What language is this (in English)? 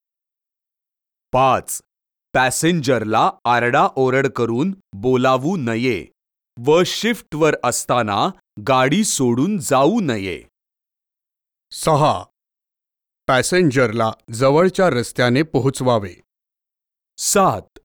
Marathi